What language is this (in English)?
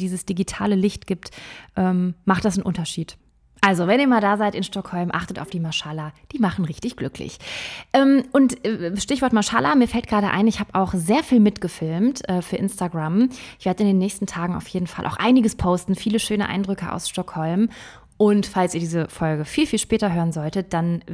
German